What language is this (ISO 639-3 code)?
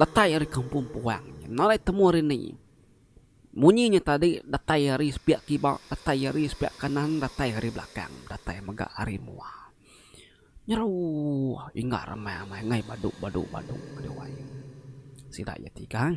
iba